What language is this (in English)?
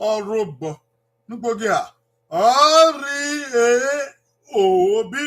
Bini